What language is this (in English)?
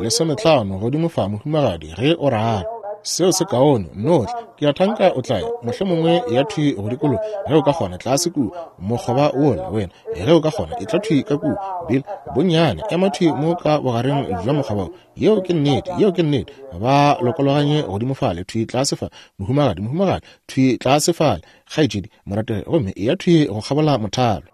Northern Sotho